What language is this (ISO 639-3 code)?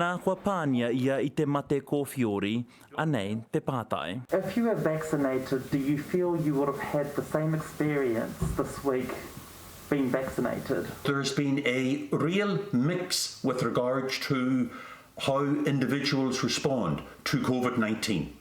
mri